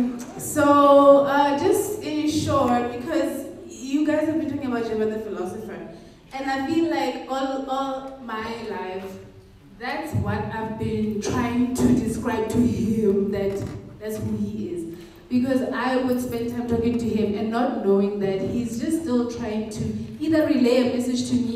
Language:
English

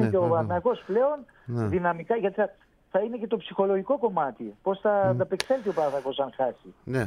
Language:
Greek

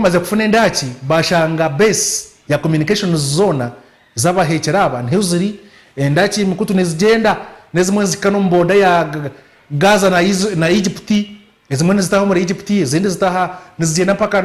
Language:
Nyankole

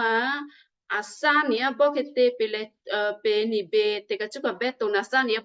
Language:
Western Kayah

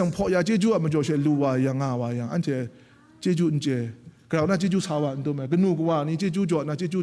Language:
Kachin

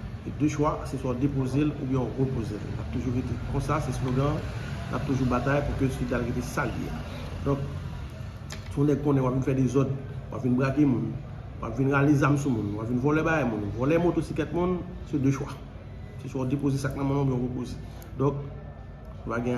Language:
Haitian Creole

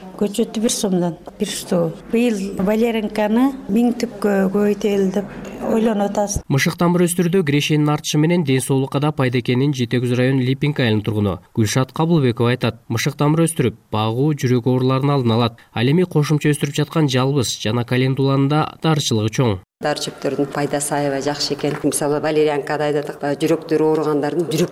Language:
Kyrgyz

